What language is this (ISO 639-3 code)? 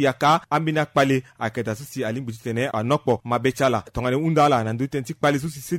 sag